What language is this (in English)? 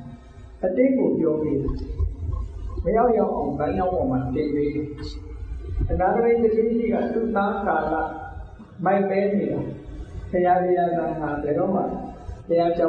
Burmese